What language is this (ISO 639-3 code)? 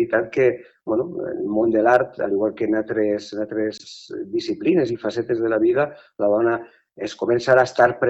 cat